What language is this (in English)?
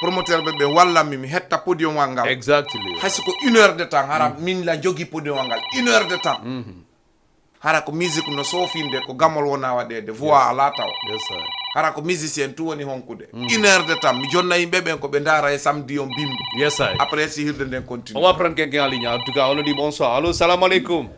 Fula